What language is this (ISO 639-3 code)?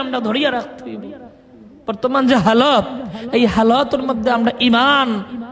syl